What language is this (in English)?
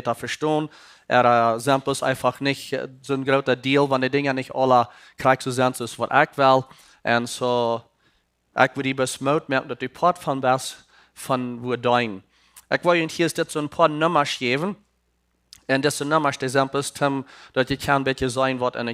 Plautdietsch